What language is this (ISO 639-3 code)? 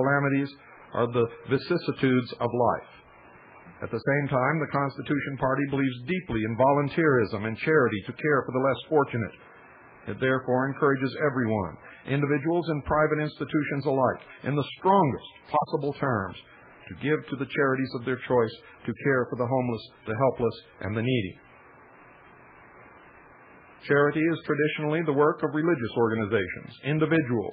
eng